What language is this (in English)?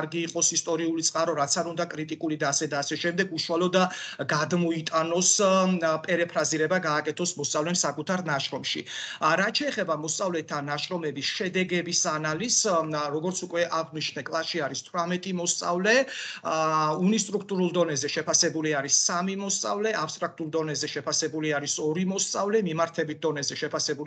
Georgian